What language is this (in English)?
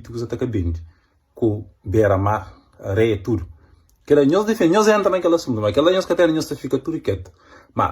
Kabuverdianu